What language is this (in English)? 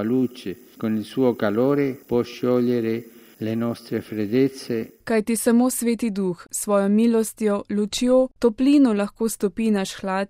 Slovenian